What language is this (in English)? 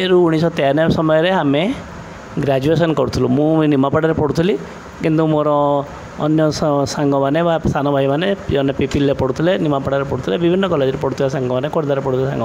Odia